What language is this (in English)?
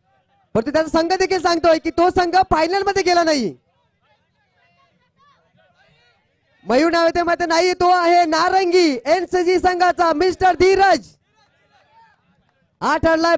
Marathi